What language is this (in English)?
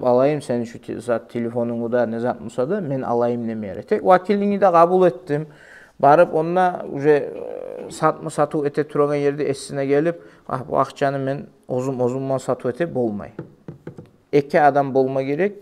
Kumyk